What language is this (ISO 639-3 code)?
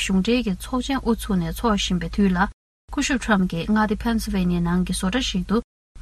bod